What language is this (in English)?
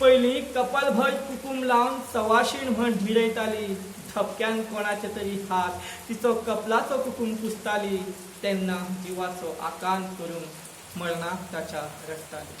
Konkani